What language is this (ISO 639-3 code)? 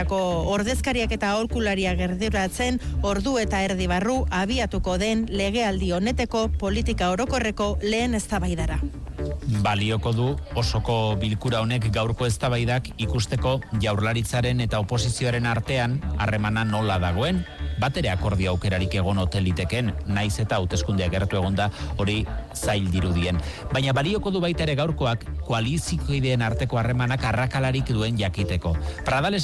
eus